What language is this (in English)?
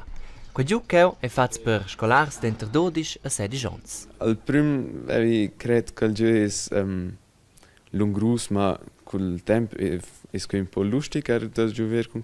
Romansh